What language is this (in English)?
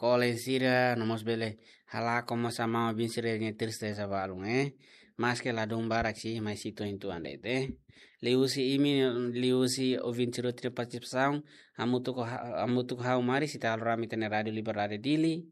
Tetum